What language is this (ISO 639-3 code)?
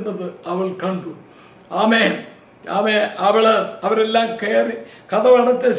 mal